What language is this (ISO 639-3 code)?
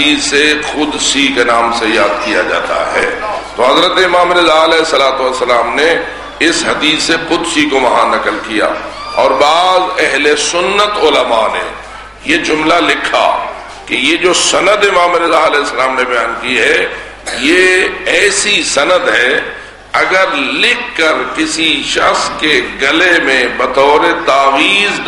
urd